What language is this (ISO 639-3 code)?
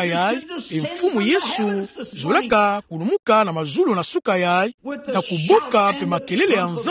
ktu